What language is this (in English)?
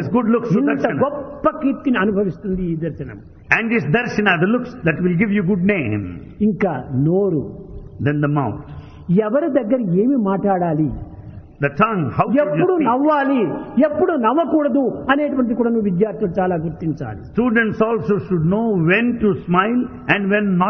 Telugu